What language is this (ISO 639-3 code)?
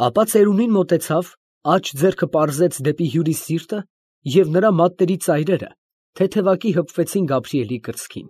hye